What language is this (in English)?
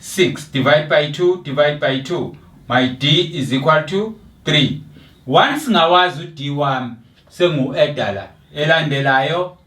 Zulu